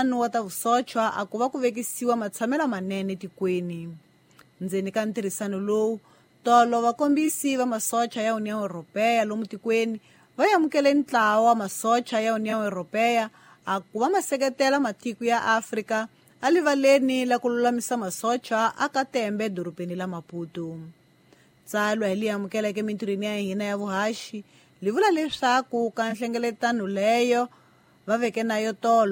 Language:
Tsonga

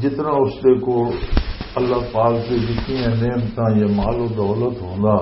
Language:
Western Panjabi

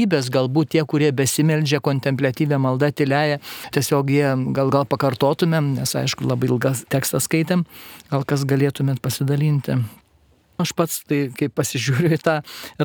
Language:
Lithuanian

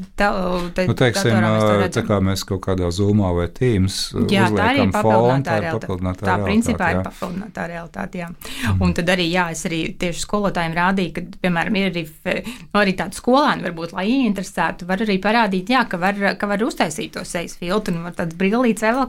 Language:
Latvian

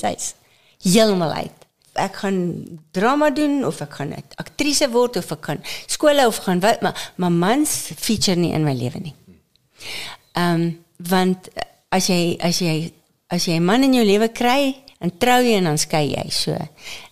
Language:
Afrikaans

